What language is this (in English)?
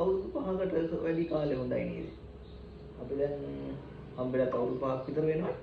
Sinhala